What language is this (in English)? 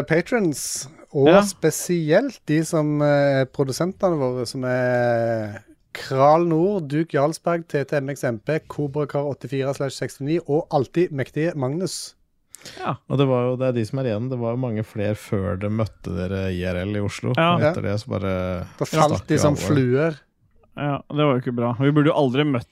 Norwegian